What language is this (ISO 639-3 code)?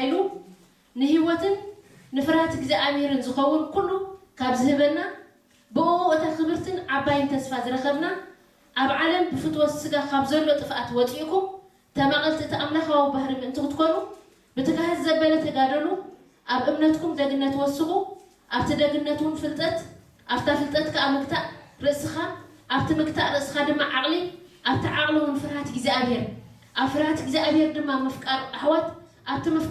tir